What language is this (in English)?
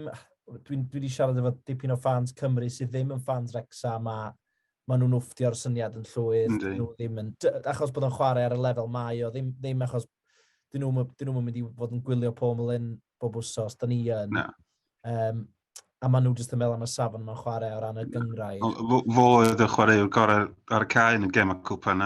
Welsh